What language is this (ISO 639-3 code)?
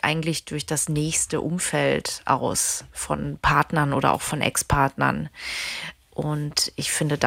ltz